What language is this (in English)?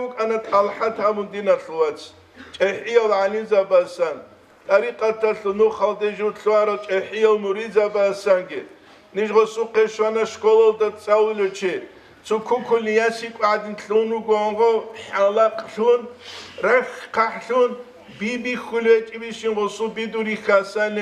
Avaric